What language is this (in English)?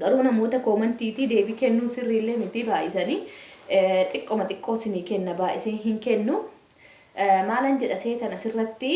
Oromo